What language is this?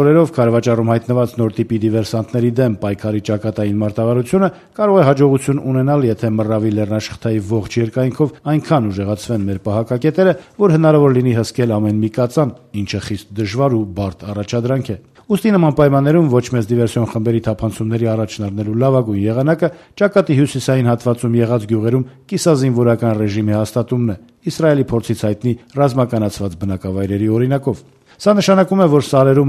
Armenian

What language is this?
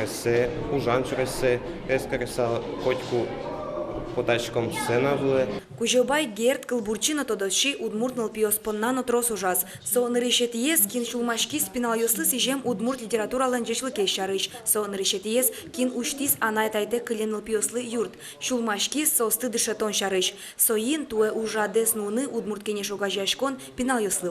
Udmurt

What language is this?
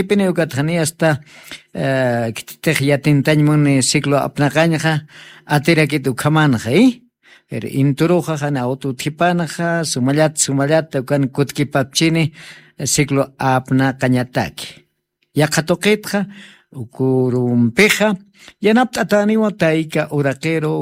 Aymara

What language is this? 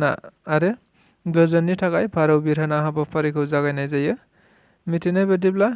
Bodo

